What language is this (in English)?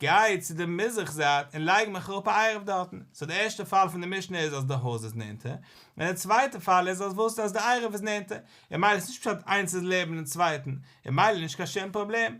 Yiddish